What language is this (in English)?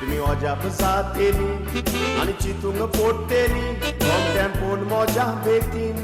Konkani